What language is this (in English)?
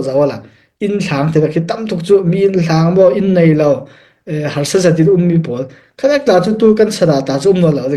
Falam Chin